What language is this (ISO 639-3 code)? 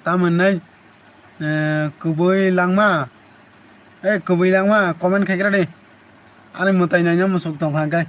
trp